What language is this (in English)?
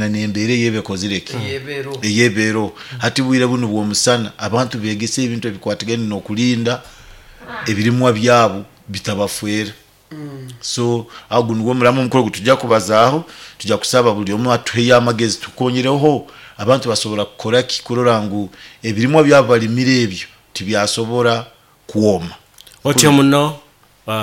Nyoro